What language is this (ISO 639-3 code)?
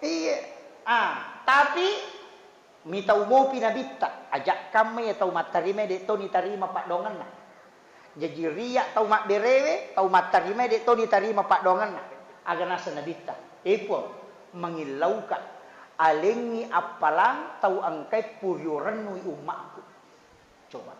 bug